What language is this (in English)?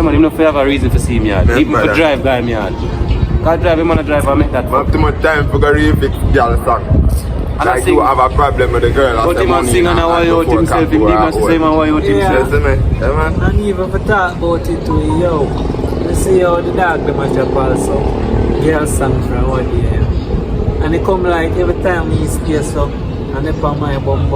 Jamaican Creole English